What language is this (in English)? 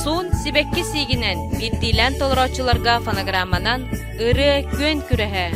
Yakut